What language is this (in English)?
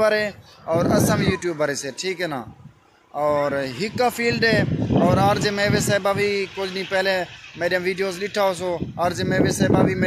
Saraiki